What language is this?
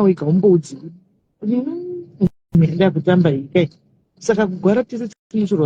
Shona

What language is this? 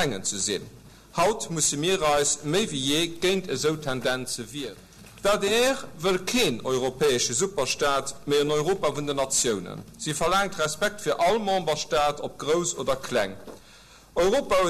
Luxembourgish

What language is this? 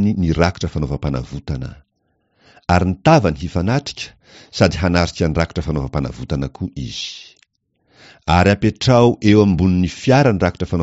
Malagasy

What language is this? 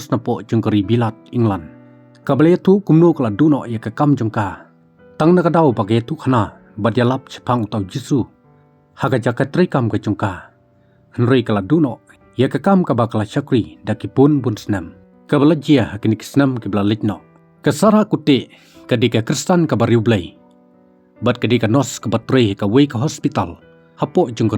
Khasi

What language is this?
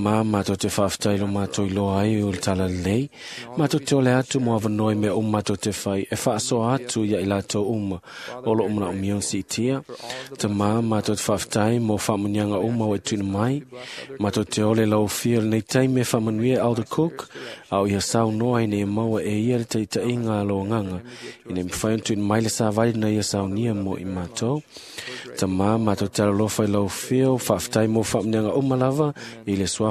Samoan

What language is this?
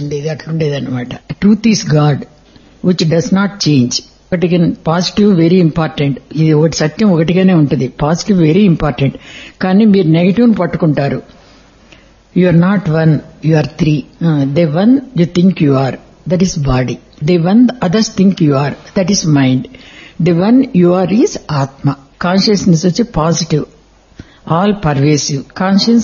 Telugu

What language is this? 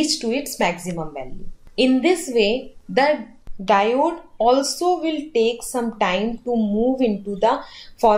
English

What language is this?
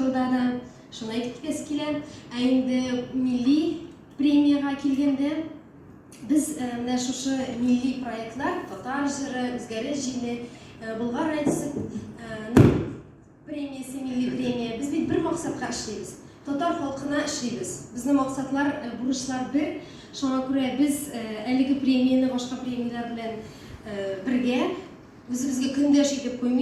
Tatar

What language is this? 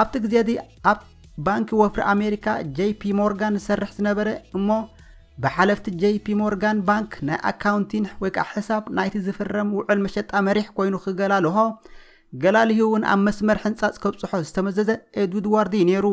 Tigrinya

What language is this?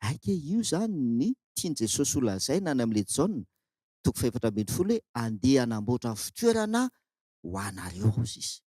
Malagasy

